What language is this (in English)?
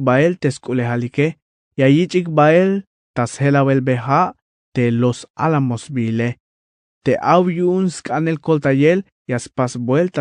Tzeltal